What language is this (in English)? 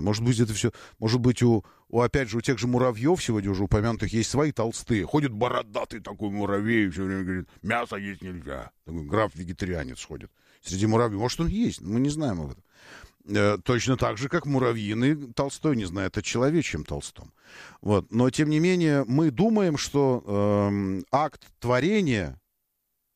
Russian